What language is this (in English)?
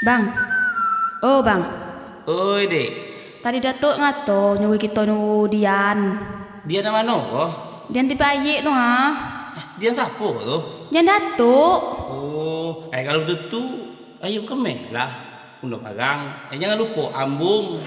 Jambi Malay